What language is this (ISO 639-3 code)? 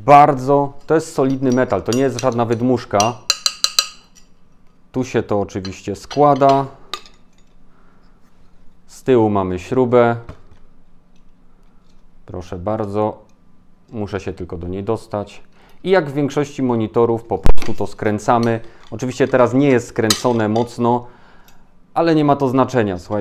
pol